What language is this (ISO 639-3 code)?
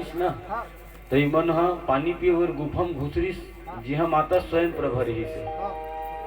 hne